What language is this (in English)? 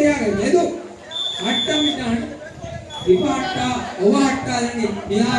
Divehi